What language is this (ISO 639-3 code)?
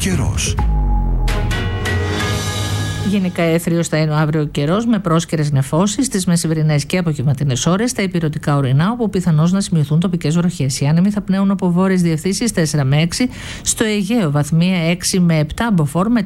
ell